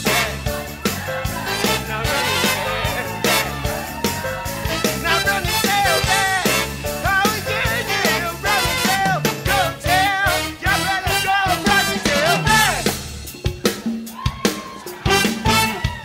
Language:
English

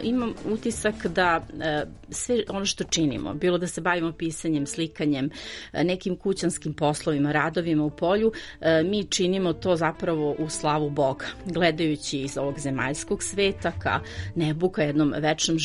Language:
Serbian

